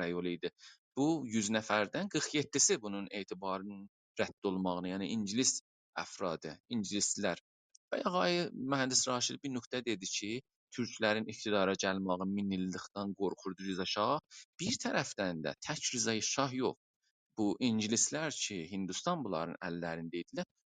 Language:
South Azerbaijani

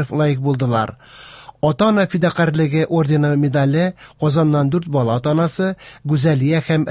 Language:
Tatar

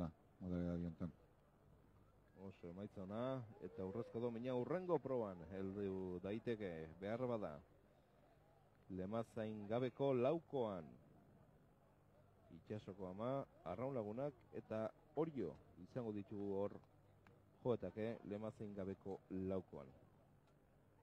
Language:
Basque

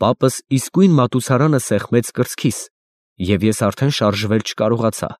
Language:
Armenian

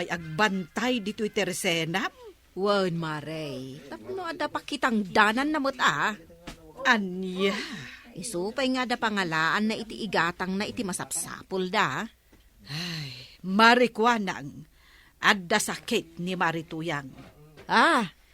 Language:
Iloko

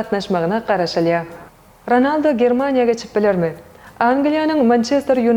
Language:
Turkmen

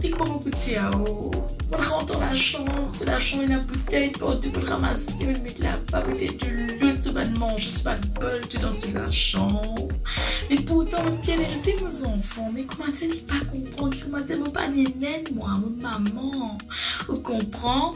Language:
Morisyen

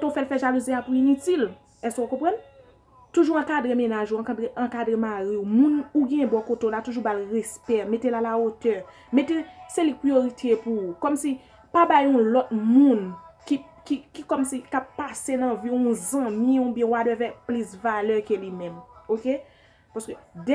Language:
Haitian Creole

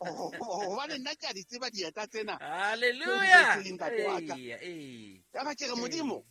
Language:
Southern Sotho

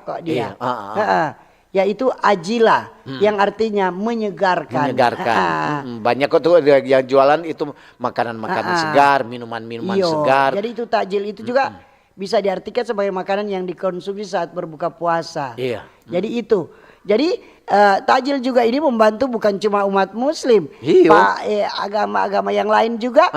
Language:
Manado Malay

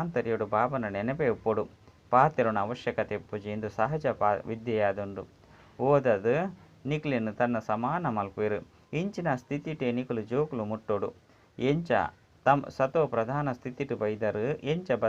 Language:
Tulu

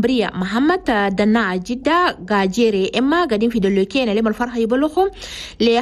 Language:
Chadian Arabic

